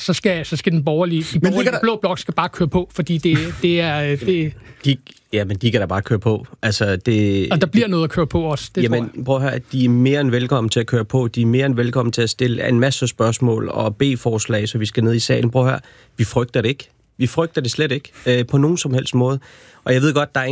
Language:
Danish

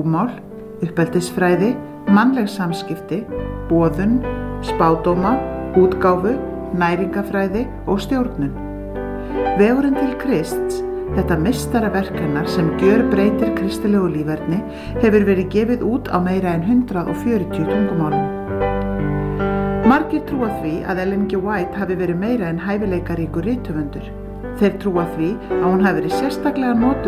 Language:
Icelandic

